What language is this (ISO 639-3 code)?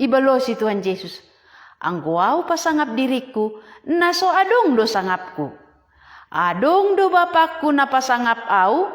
bts